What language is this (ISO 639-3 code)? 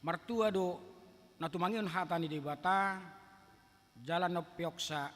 bbc